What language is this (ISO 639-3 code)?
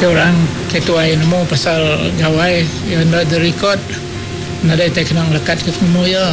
iba